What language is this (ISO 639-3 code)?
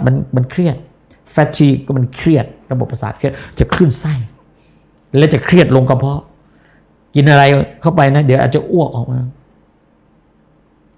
tha